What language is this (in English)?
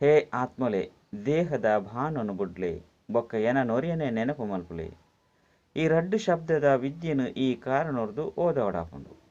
Tulu